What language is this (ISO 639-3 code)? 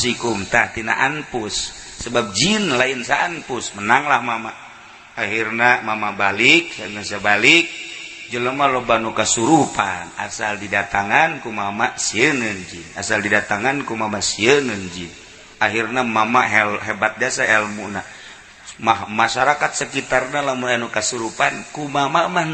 sun